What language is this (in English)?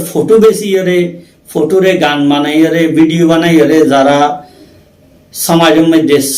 Rohingya